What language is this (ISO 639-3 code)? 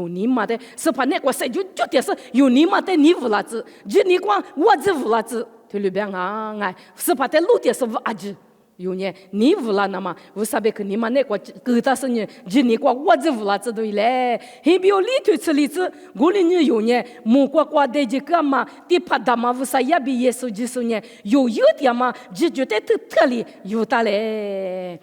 lis